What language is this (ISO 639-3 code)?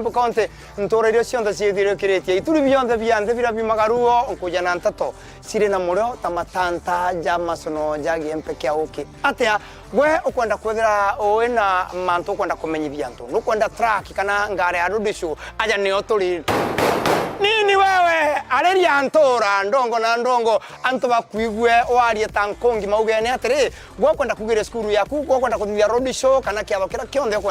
mer